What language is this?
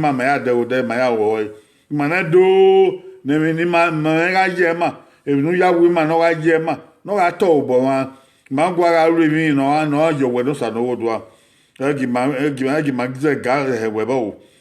Bini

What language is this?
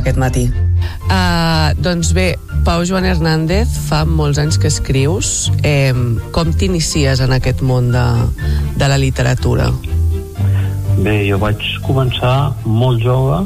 Catalan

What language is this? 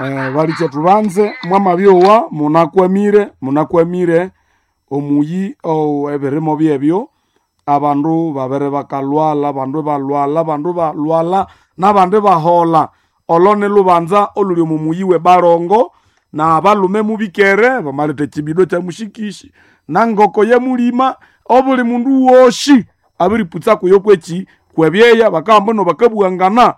Nande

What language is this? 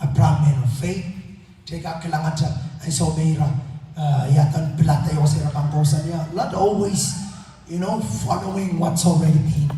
Pohnpeian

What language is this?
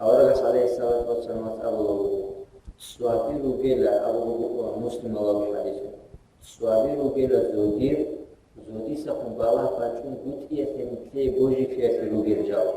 Avaric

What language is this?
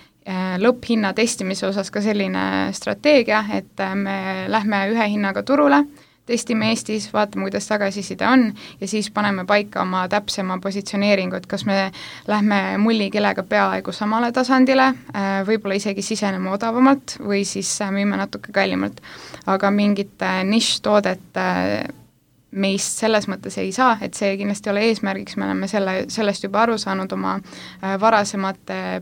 Estonian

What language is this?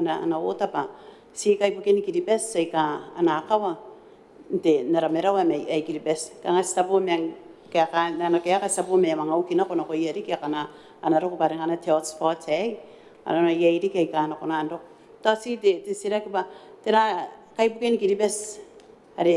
Gilbertese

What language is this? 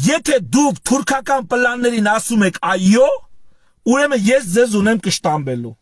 Armenian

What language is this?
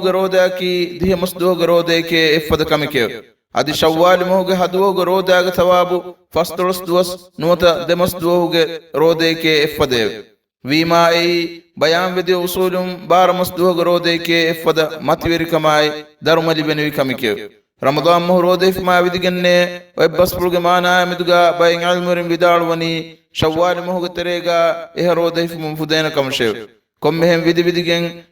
Divehi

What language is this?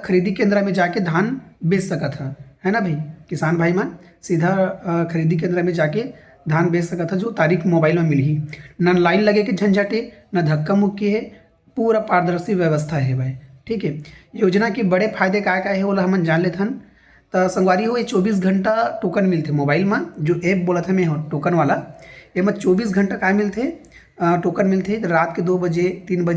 Chhattisgarhi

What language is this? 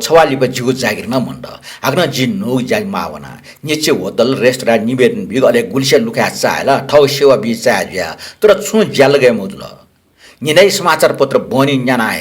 Newari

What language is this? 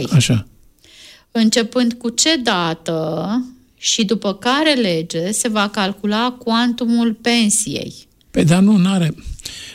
Romanian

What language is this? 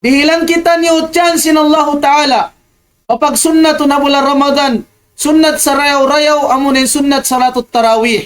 Tausug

